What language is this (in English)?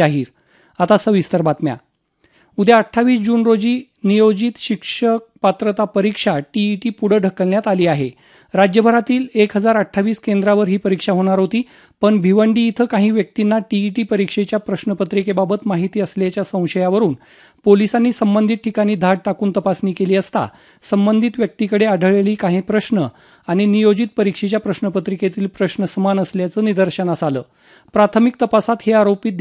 Marathi